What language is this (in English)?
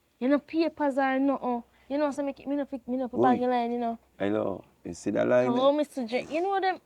Jamaican Creole English